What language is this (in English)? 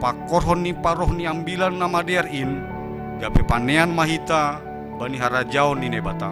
Batak Simalungun